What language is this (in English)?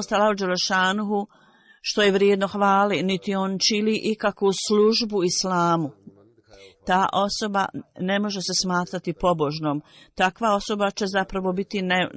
Bosnian